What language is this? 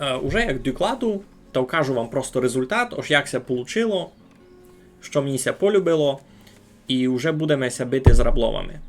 Rusyn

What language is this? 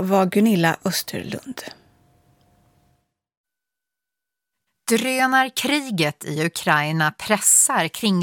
Swedish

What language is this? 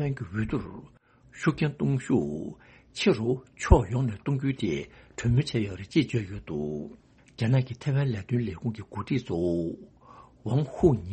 Tibetan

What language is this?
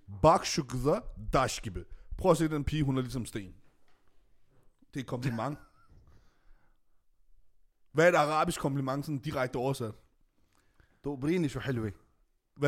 Danish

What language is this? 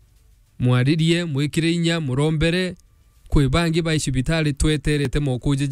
Meru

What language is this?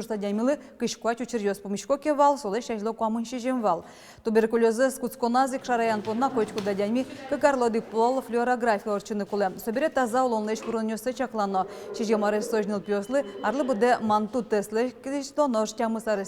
Udmurt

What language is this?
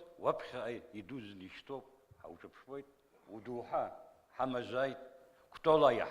Abkhazian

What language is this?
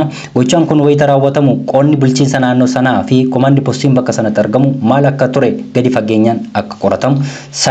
Oromo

